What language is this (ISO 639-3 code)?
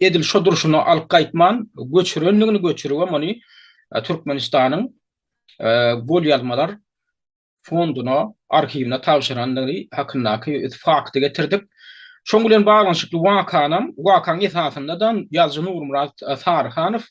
tuk